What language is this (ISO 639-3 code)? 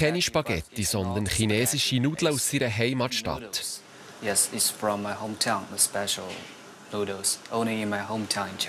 gsw